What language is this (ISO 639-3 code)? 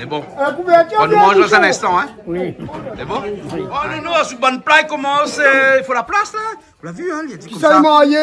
rcf